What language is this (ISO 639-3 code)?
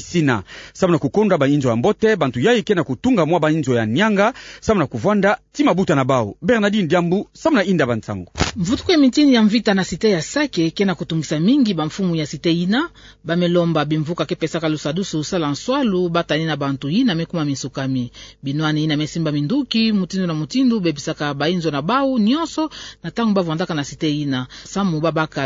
ktu